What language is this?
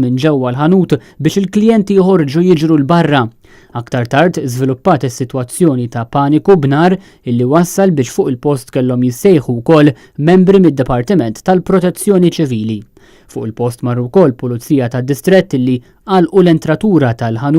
Maltese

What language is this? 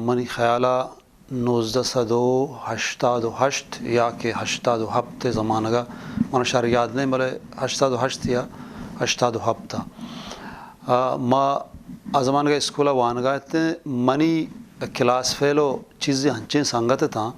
Eastern Balochi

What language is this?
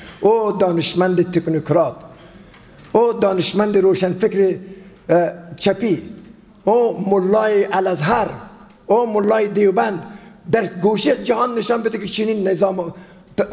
Persian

